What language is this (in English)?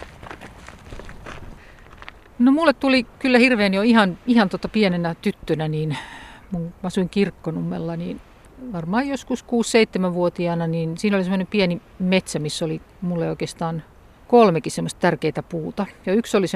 Finnish